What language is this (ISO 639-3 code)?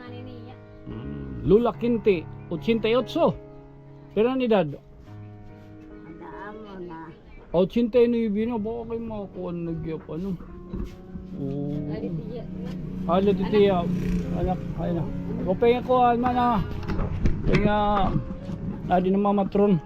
war